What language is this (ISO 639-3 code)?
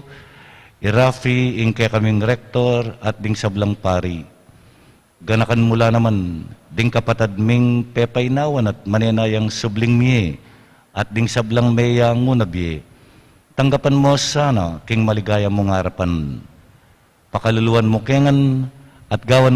pam